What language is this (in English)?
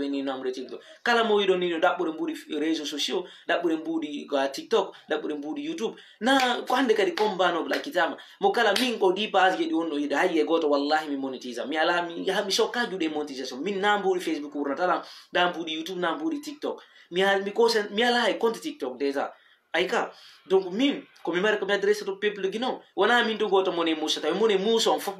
Fula